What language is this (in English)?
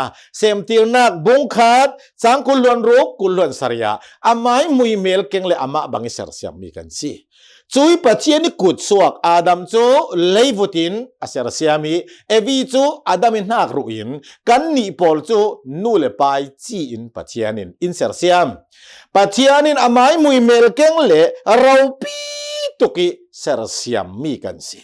Hakha Chin